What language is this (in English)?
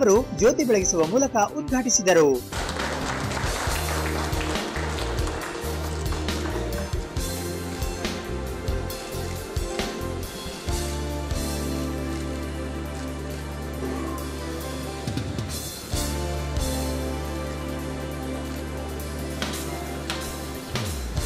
Kannada